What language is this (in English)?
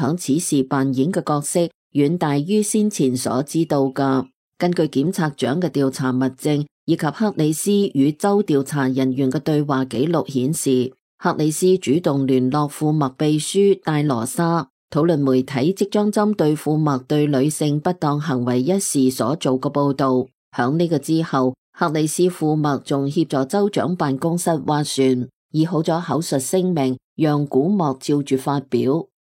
Cantonese